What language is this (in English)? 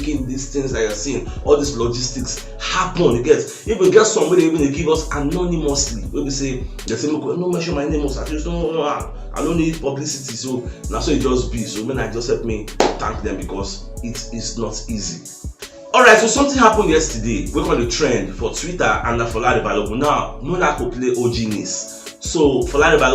Nigerian Pidgin